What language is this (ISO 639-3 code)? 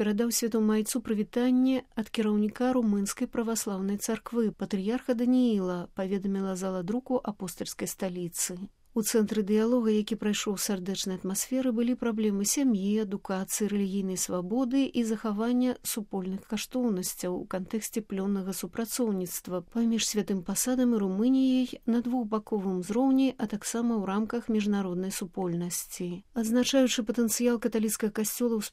bel